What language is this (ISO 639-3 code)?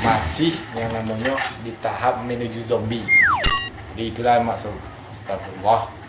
min